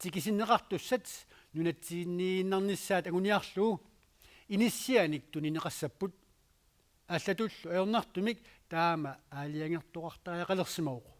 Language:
Kalaallisut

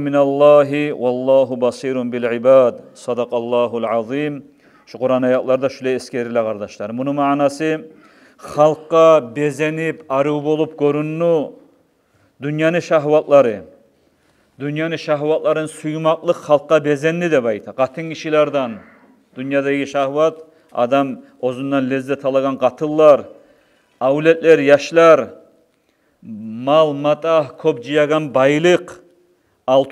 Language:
Kumyk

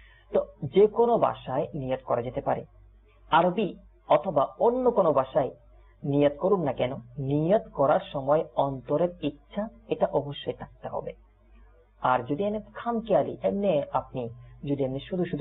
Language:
Bangla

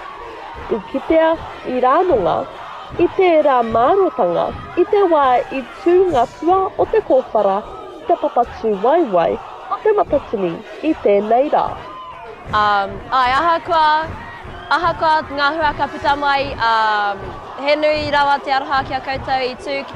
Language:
Māori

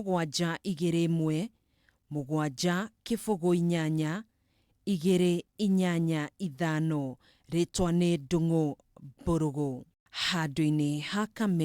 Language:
Kikuyu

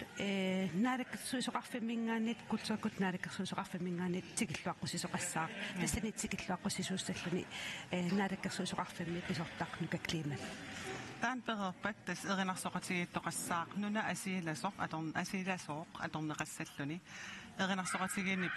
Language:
Kalaallisut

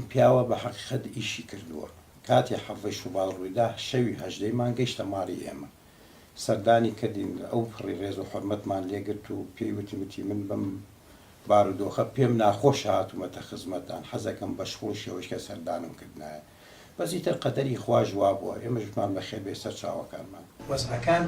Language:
Central Kurdish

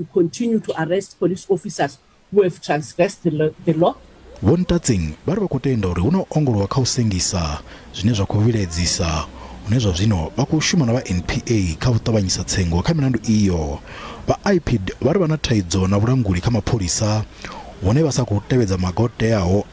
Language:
Venda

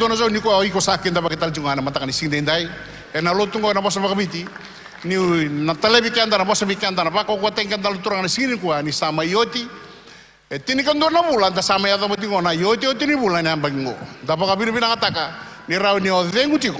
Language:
Fijian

